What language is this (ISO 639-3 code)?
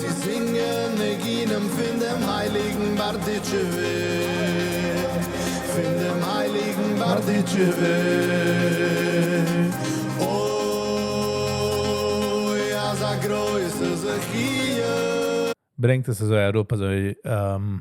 yid